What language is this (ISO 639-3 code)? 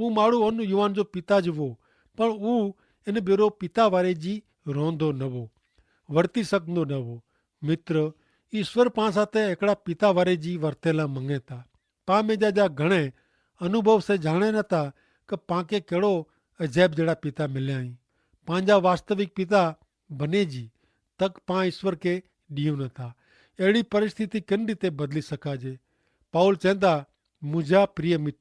kfr